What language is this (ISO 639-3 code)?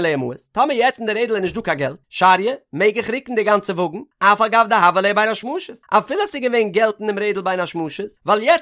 yid